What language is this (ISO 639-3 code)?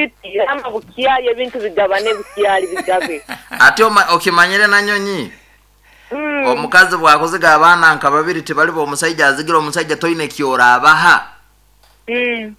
nyn